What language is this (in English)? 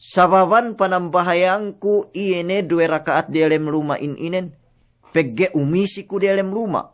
Yakan